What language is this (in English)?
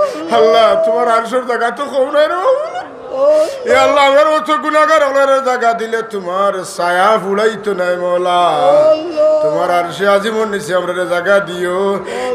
Sylheti